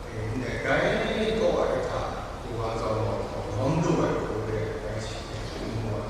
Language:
Kachin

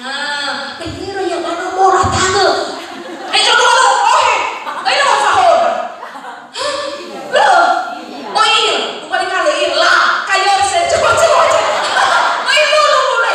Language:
Nias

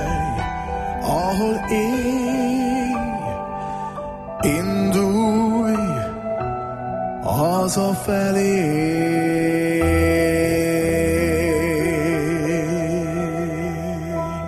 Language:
Hungarian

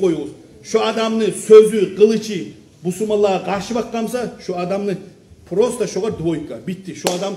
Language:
Kumyk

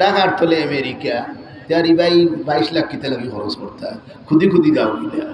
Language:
Sylheti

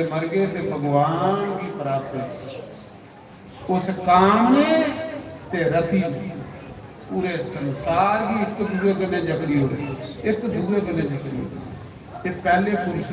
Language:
Dogri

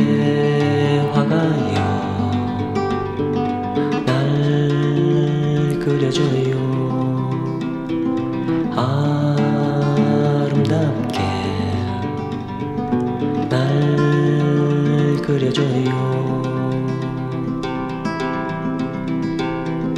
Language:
Korean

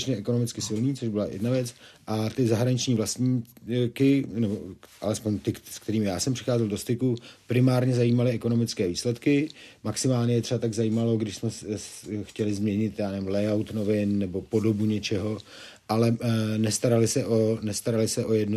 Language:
Czech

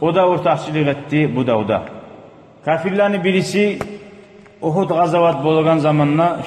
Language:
Kumyk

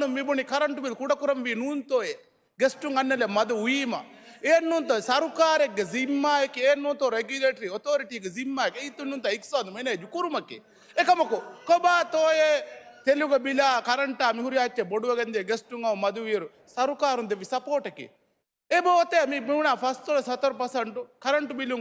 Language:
Divehi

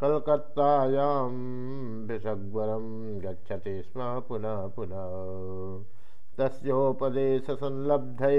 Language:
Sanskrit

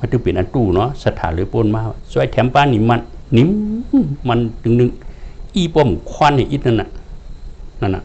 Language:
Shan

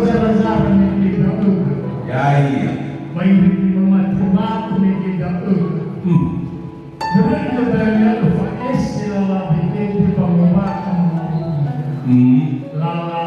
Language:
Nias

